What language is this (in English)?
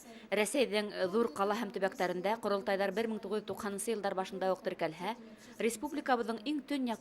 Bashkir